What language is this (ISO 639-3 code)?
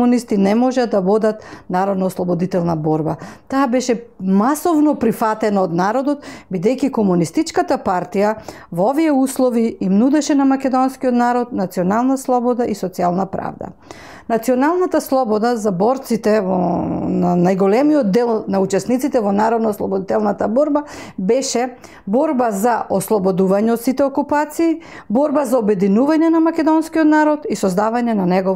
mkd